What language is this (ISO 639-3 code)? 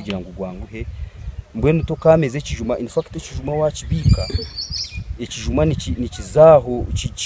nyn